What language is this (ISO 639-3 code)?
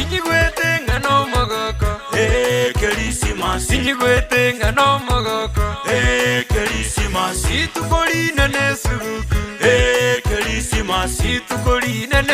guz